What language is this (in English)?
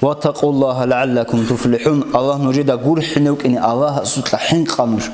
Avaric